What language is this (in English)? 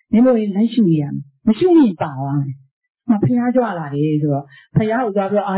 Burmese